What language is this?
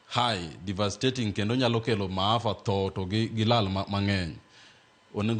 Luo (Kenya and Tanzania)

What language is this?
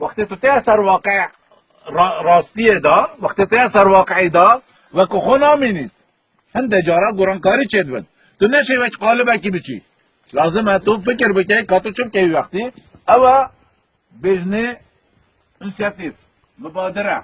Kurdish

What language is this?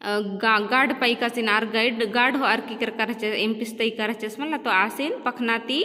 Kurukh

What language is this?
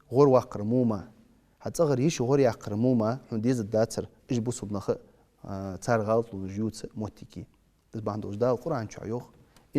Ingush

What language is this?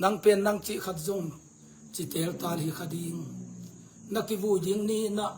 Tedim Chin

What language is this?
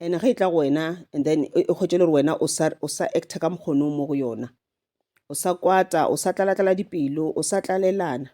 Northern Sotho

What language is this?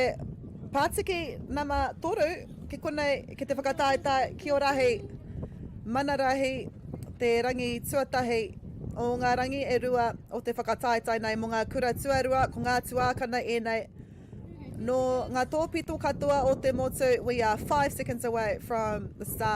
Māori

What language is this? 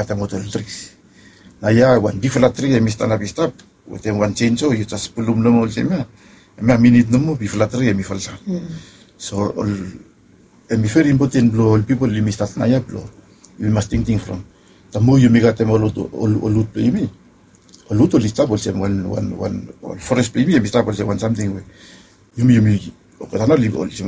Bislama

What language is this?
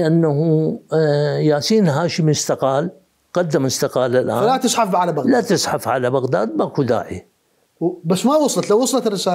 Mesopotamian Arabic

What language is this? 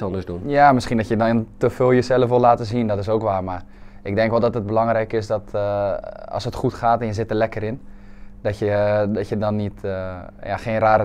Dutch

